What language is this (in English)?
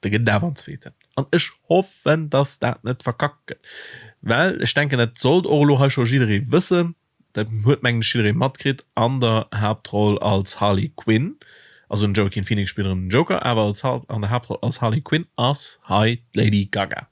Luxembourgish